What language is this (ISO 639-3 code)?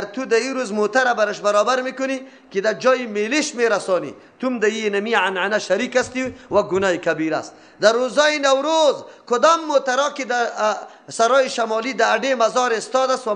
fas